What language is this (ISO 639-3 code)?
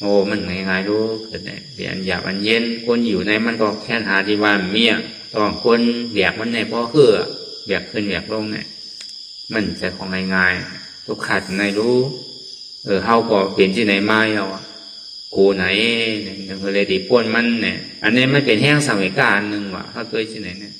shn